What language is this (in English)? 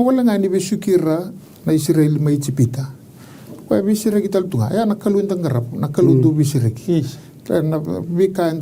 Fijian